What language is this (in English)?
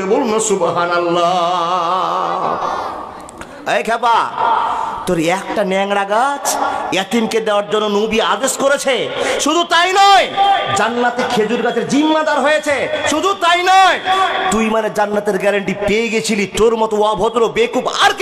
Bangla